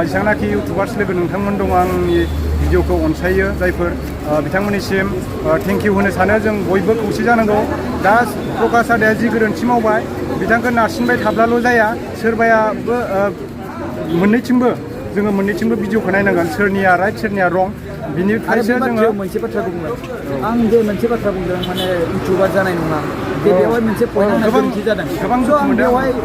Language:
Bodo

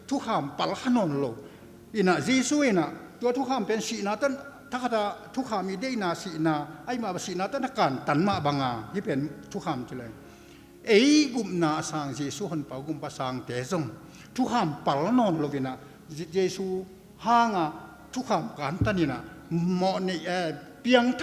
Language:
Tedim Chin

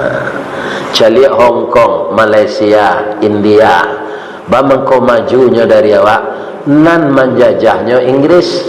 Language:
Minangkabau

